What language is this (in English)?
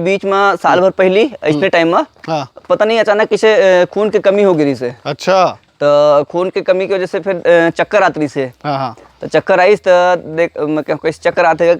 Chhattisgarhi